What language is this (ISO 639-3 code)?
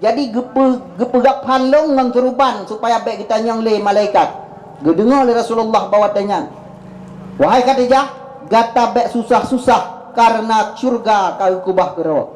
ace